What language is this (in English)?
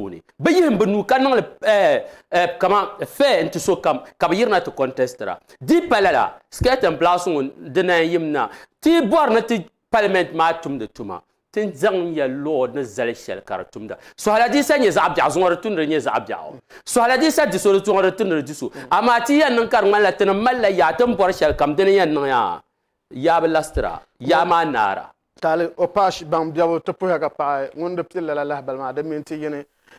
Dagbani